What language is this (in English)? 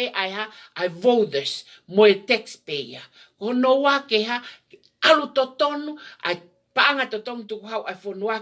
Tongan